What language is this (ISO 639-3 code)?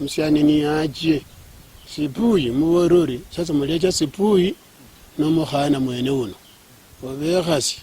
luy